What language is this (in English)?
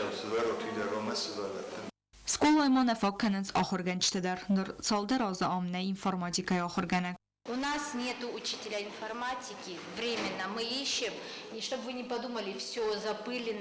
Ossetic